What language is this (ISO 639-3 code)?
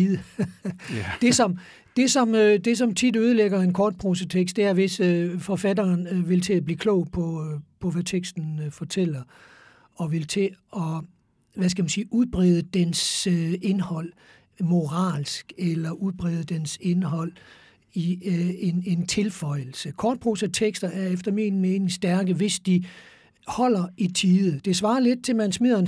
dan